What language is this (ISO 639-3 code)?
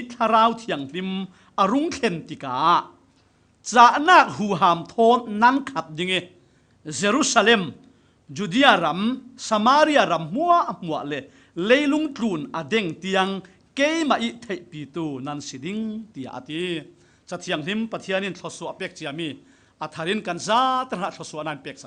cfm